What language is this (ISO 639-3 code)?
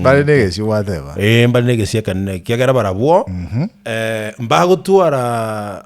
guz